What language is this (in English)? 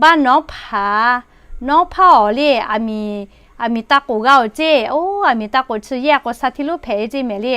Lahu